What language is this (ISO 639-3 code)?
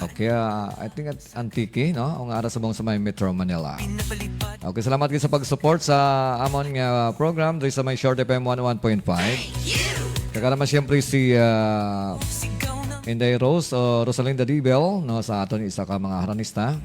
hil